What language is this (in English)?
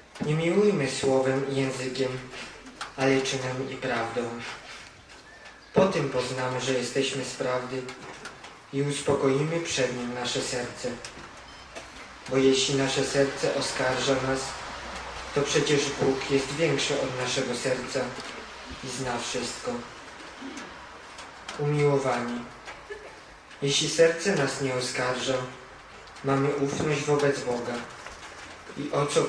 Polish